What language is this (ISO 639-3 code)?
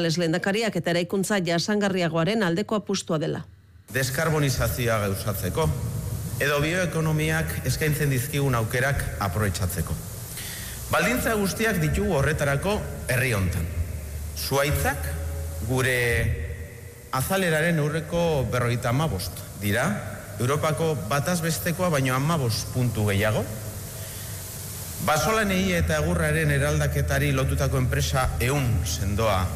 eus